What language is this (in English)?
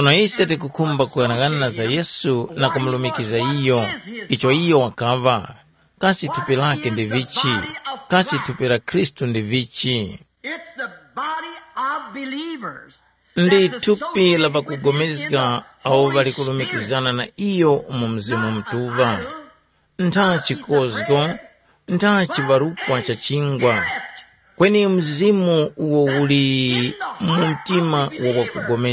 Tumbuka